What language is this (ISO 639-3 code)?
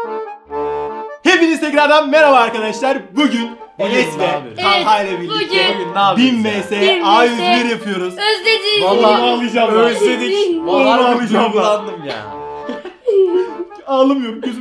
tur